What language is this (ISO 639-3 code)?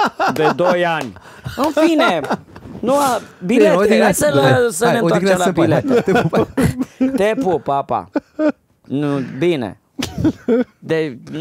ron